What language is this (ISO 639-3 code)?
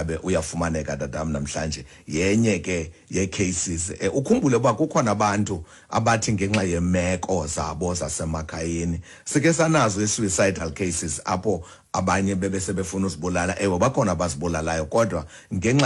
xho